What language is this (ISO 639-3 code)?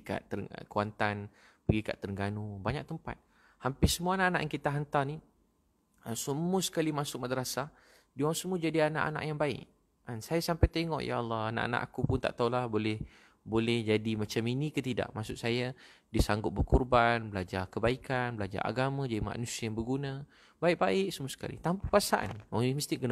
msa